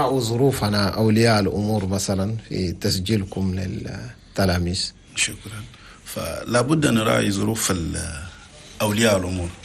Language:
Chadian Arabic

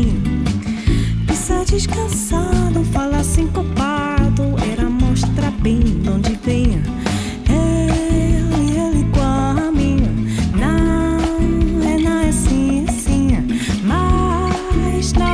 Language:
Portuguese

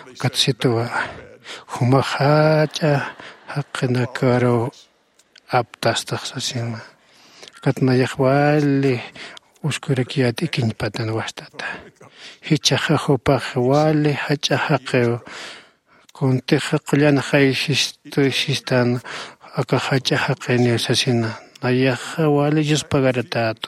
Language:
Aymara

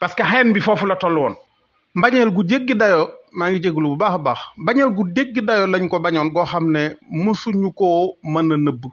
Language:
Wolof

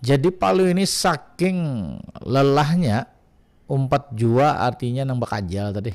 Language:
Banjar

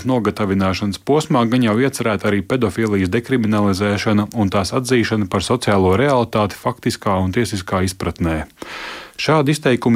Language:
Latvian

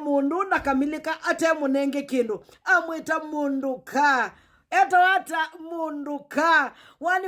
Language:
Kamba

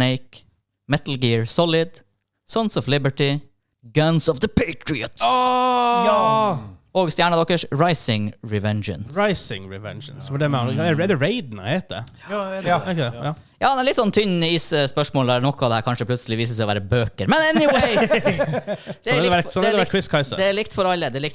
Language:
Norwegian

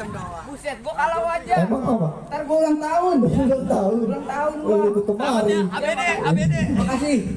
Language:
Betawi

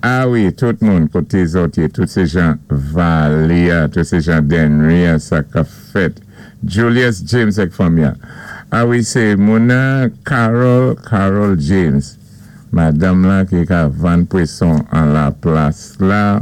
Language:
Saint Lucian Creole French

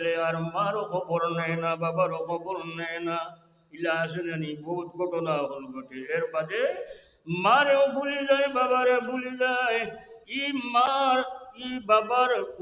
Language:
Sylheti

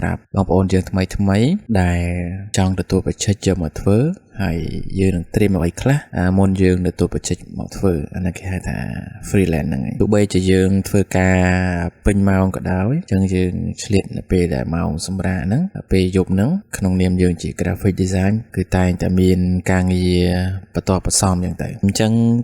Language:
Khmer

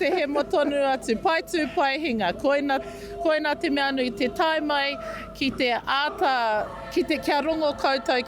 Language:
Māori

